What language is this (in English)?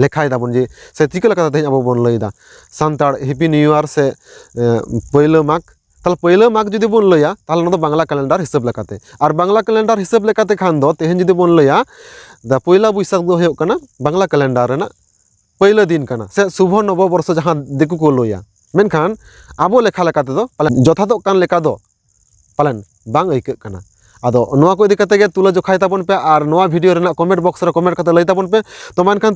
Santali